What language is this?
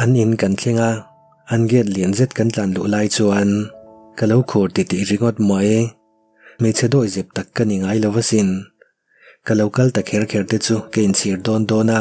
Mizo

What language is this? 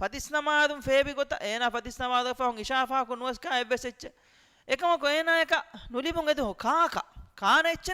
Divehi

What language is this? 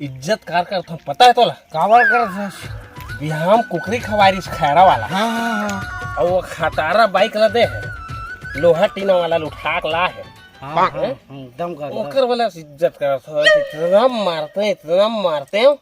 Chhattisgarhi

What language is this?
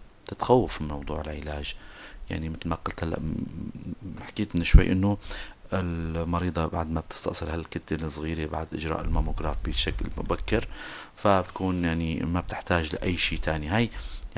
North Levantine Arabic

